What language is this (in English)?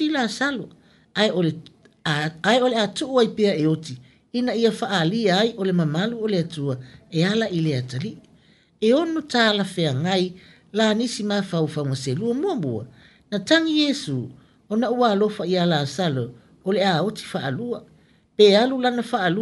Samoan